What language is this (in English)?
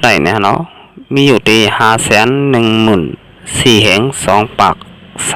Shan